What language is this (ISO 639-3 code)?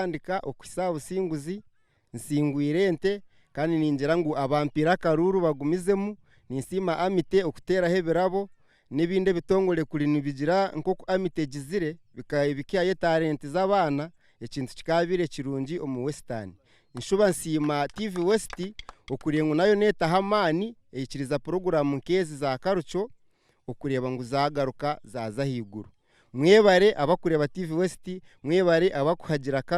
nyn